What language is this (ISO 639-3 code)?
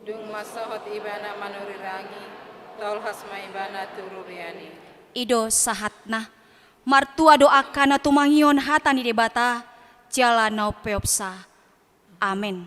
bbc